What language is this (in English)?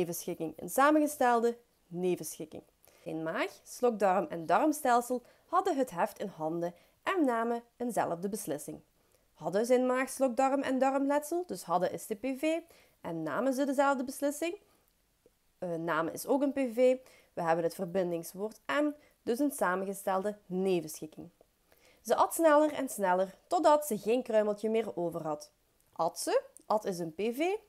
Dutch